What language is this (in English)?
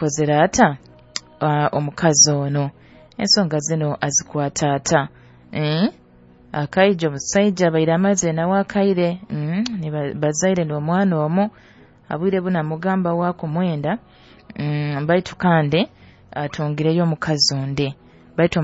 Nyoro